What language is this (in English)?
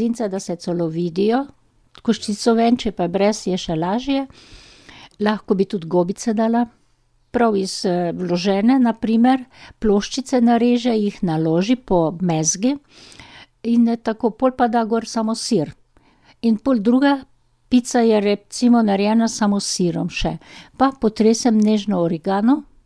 Slovenian